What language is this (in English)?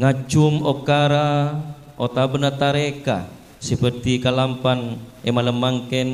Madurese